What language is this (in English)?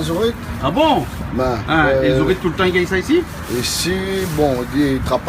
Réunion Creole French